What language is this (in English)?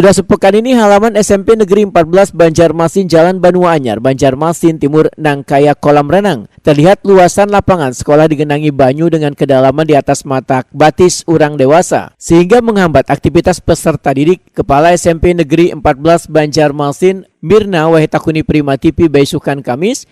Banjar